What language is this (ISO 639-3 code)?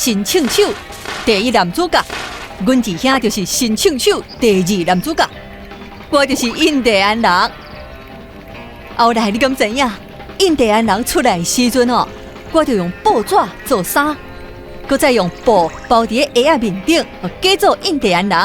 nan